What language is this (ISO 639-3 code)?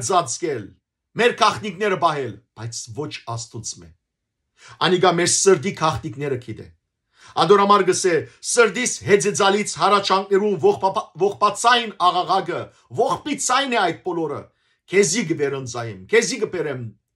hyw